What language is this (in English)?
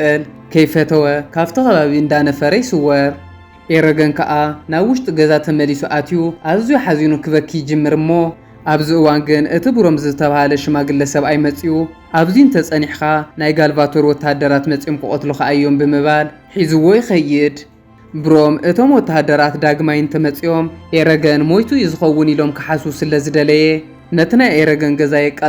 Tigrinya